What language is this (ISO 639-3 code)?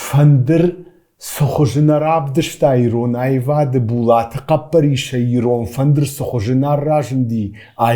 oss